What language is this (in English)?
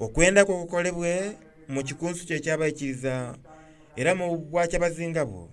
Soga